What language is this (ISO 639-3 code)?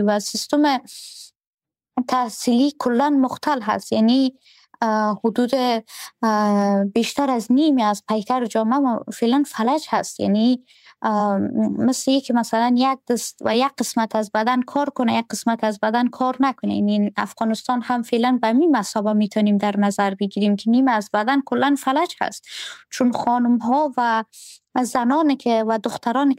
fas